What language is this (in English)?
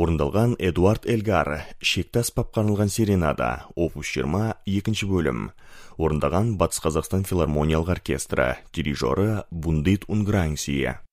Kazakh